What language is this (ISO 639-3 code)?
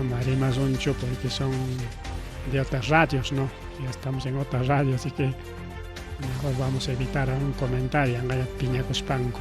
quy